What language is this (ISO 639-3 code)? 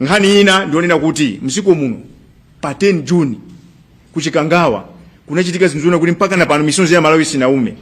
nya